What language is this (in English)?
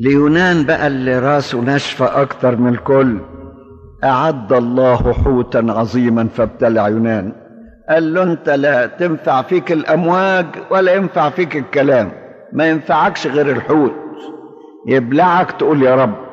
Egyptian Arabic